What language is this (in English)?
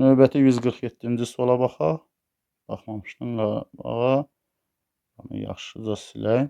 Azerbaijani